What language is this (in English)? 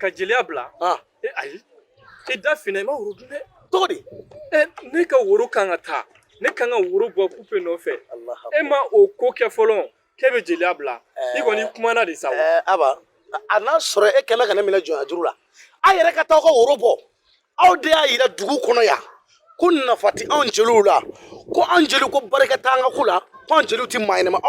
Bambara